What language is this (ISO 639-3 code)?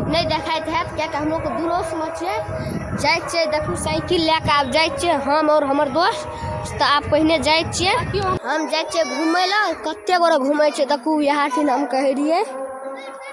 mai